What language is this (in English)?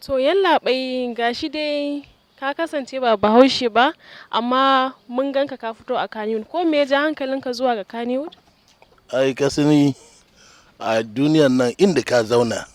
Hausa